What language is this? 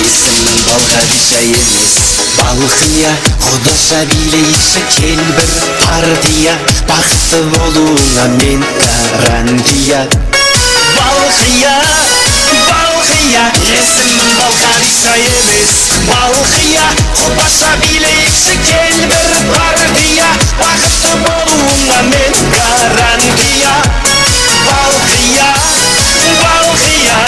Kara-Kalpak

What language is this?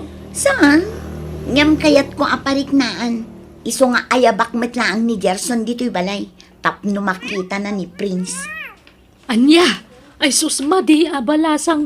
Iloko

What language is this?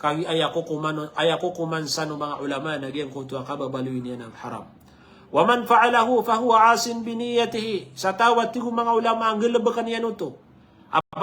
Maranao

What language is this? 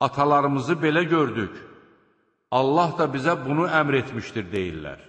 Azerbaijani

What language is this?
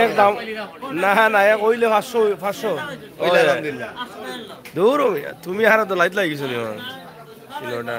Sylheti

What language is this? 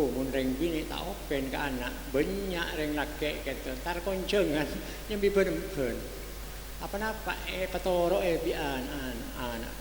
Madurese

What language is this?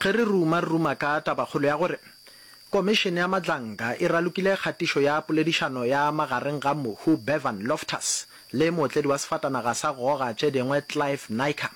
Northern Sotho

